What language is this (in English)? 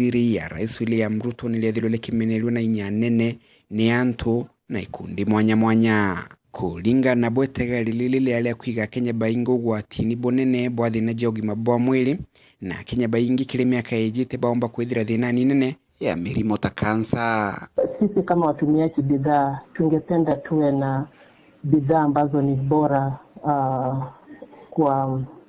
Meru